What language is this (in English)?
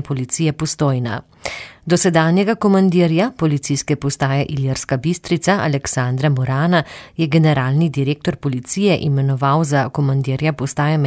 Slovenian